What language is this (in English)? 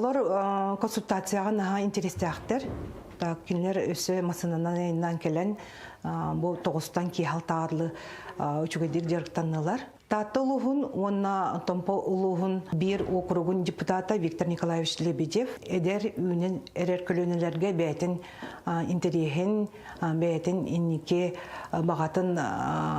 Yakut